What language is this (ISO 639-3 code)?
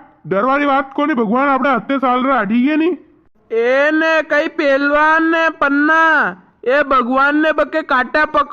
raj